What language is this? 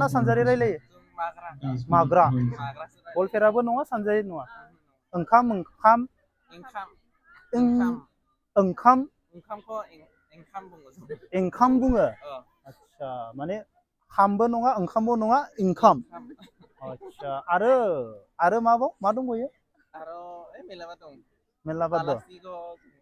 Bodo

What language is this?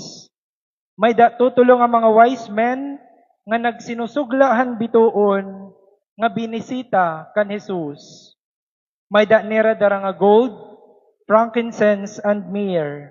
Waray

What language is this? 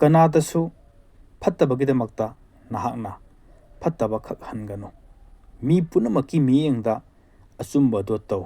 Manipuri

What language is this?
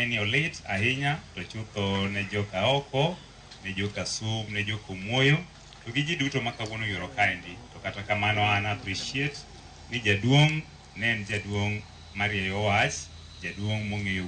Luo (Kenya and Tanzania)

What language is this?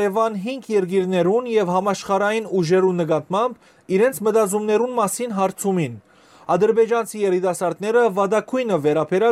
Western Armenian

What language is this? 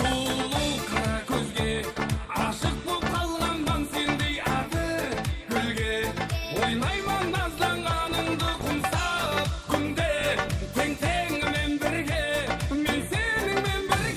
Kara-Kalpak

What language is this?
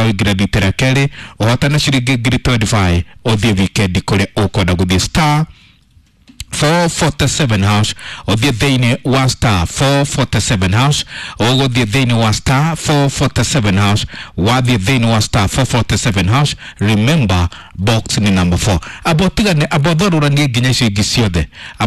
Kikuyu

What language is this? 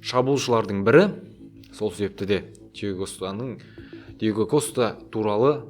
Kazakh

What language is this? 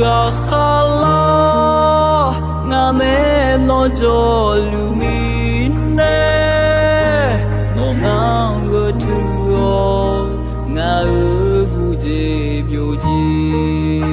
Akha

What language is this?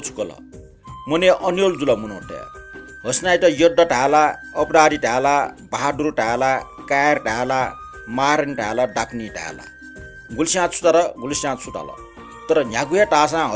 Newari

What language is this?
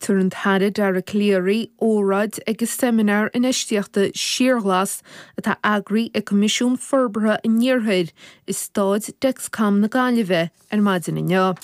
Irish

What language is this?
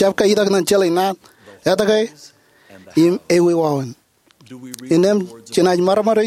Marshallese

